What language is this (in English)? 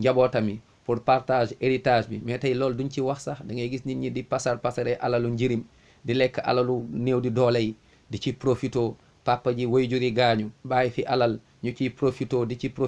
Wolof